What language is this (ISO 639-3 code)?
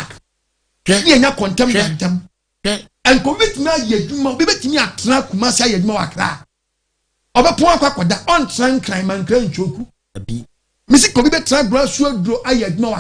aka